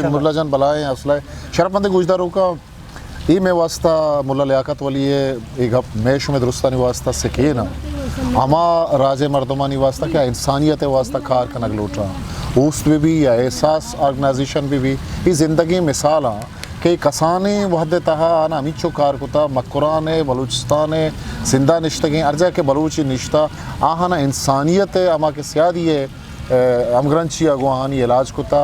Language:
Eastern Balochi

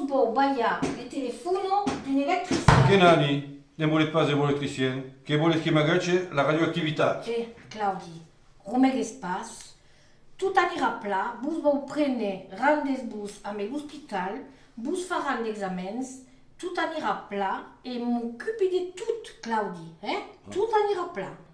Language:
Occitan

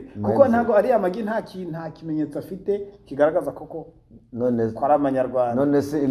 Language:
Kinyarwanda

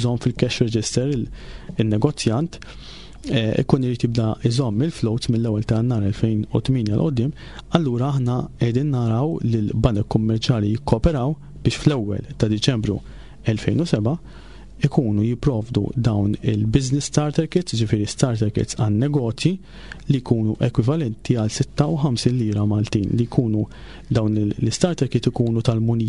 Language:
Maltese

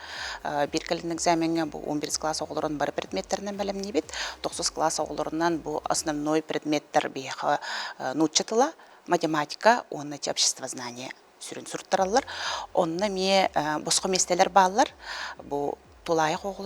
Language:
Yakut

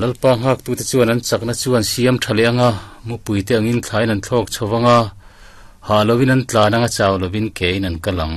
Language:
Mizo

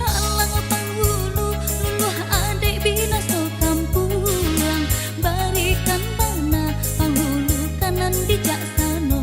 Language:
Minangkabau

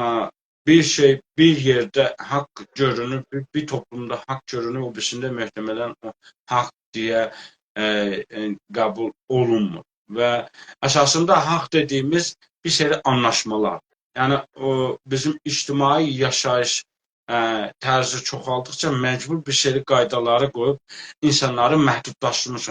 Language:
South Azerbaijani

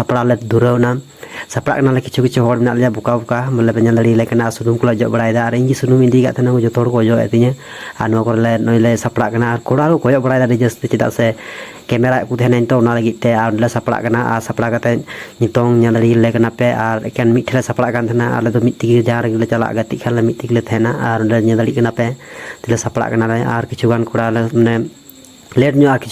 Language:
Santali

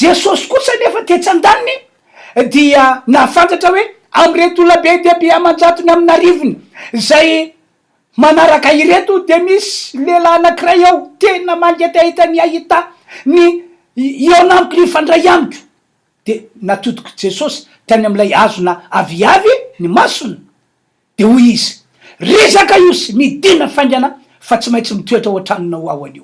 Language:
Malagasy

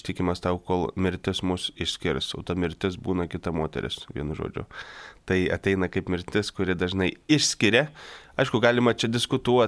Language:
Lithuanian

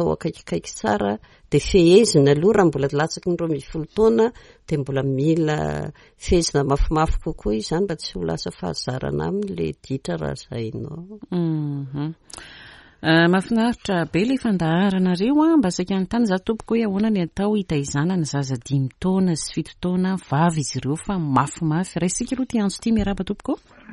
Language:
Malagasy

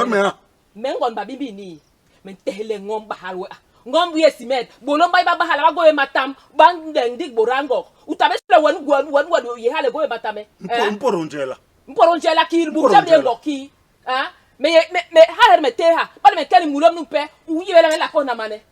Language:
Basaa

